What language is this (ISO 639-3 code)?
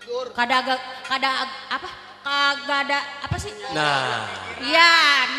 bew